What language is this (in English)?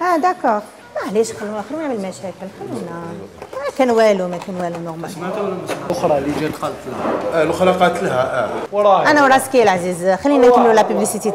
Algerian Arabic